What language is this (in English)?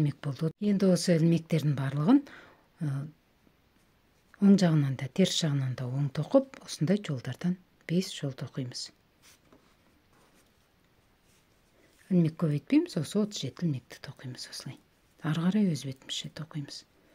Kazakh